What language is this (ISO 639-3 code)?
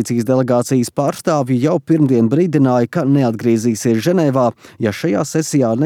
lav